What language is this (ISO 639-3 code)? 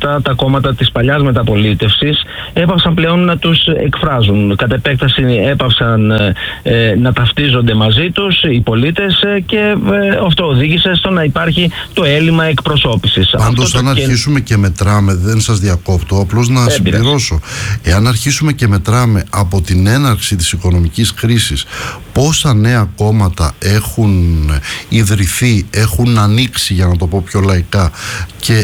ell